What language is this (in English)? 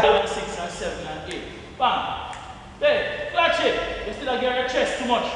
Jamaican Creole English